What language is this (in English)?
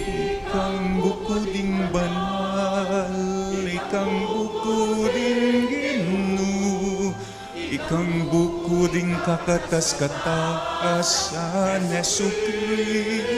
Pampanga